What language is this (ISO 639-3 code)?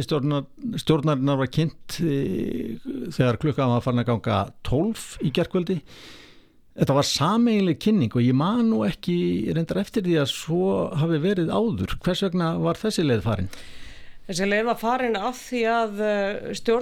isl